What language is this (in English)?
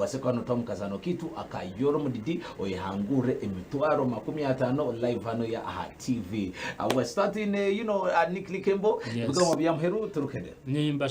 Nyankole